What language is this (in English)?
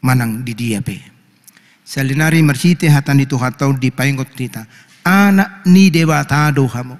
Batak Toba